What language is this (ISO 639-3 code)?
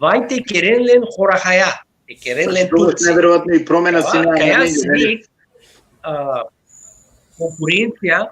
rmn